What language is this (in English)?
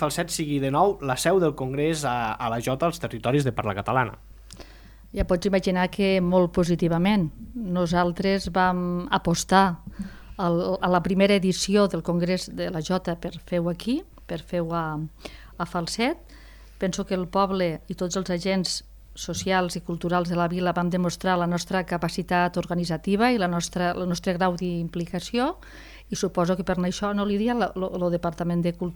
Catalan